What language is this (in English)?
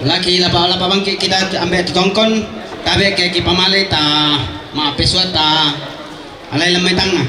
Toraja-Sa'dan